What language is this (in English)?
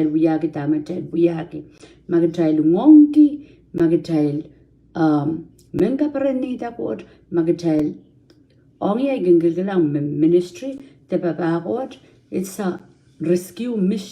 Pohnpeian